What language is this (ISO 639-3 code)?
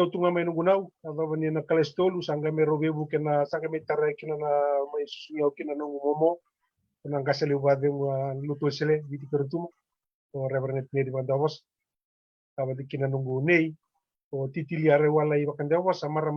fij